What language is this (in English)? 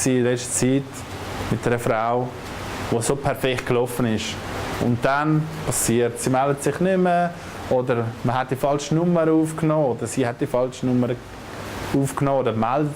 Swiss German